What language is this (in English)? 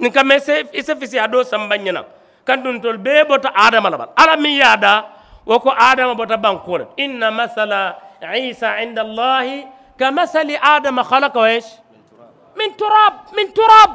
Mandingo